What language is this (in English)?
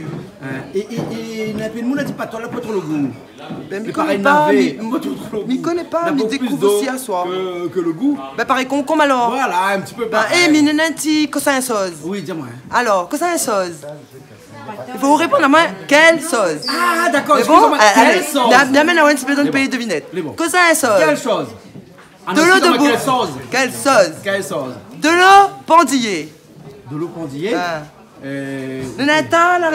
Réunion Creole French